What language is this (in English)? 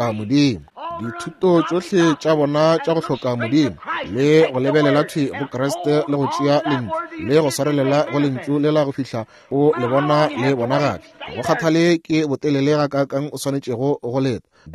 Northern Sotho